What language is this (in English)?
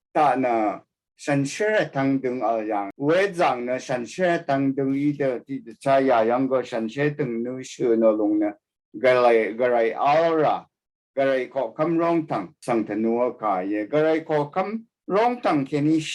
Rawang